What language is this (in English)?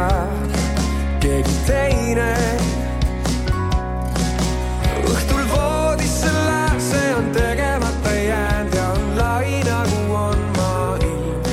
Estonian